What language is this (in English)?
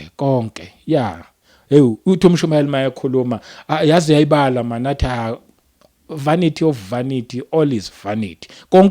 Zulu